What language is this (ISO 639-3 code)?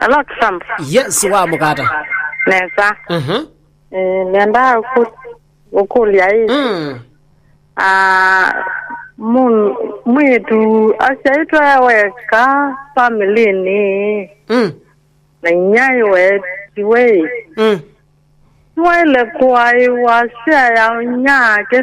kam